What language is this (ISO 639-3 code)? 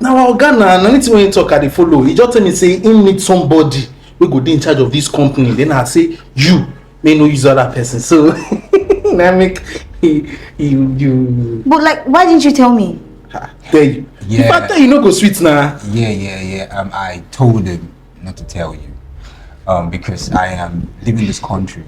pcm